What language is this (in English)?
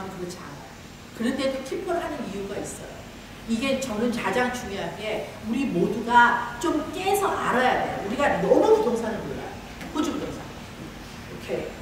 Korean